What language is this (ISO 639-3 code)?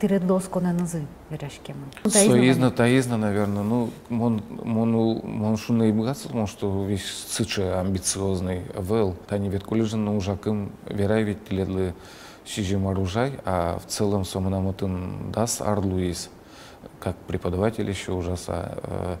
udm